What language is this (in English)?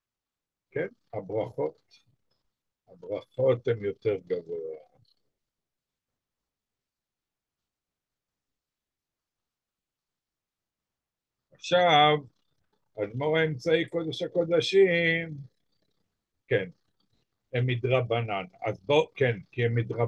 Hebrew